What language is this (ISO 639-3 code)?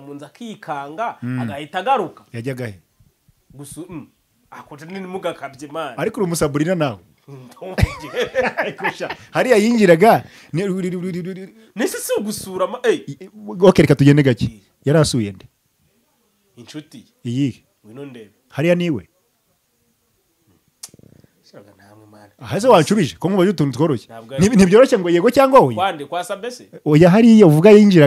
kin